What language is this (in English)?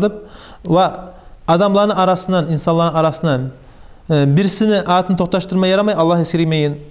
Kumyk